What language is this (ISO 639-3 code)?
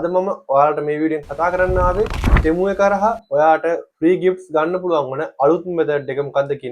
sin